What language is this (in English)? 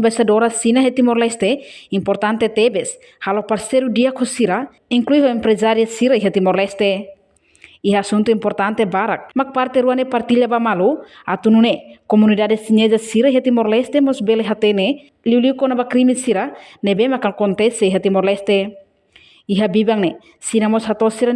Tetum